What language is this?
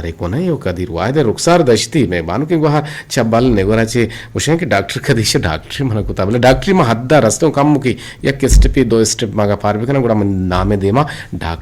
Eastern Balochi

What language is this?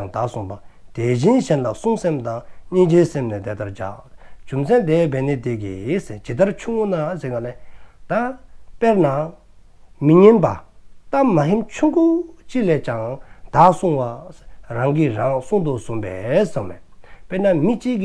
Dzongkha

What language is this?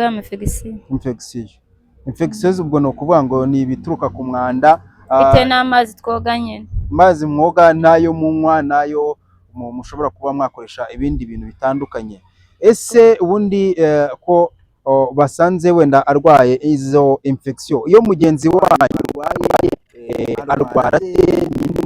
Kinyarwanda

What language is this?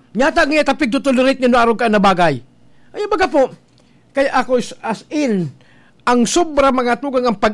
Bikol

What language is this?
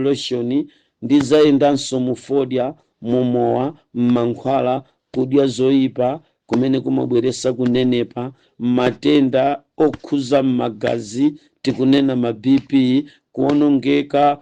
Nyanja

